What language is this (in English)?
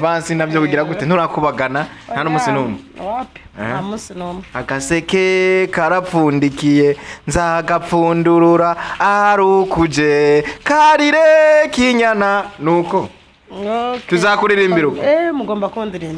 Rundi